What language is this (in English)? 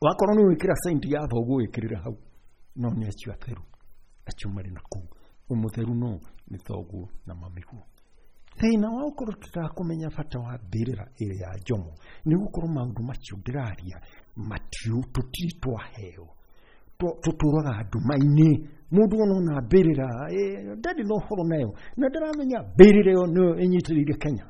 Kikuyu